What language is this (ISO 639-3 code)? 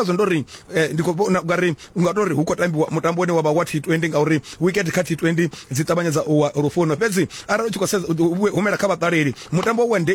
ven